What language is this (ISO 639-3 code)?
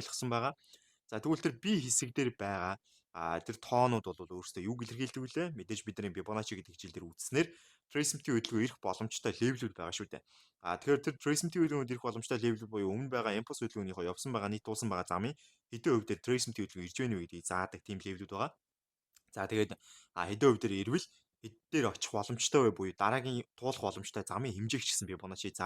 mon